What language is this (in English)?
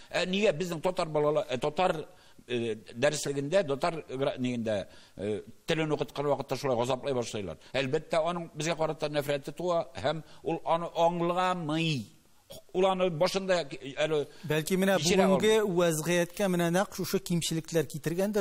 Tatar